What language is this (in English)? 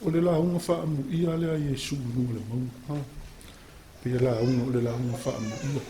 Samoan